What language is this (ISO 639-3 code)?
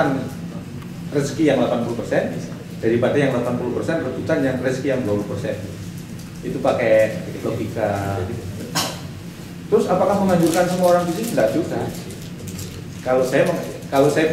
ind